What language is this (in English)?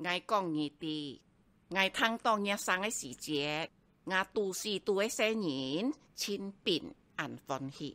Hakka Chinese